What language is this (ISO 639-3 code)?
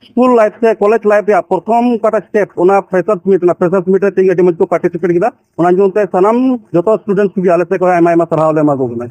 sat